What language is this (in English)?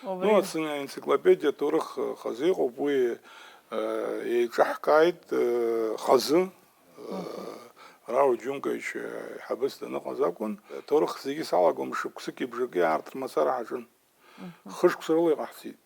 Abkhazian